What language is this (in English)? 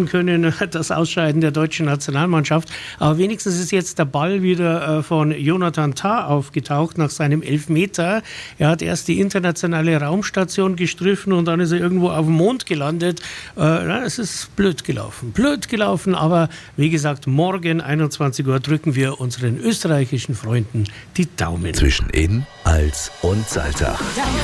German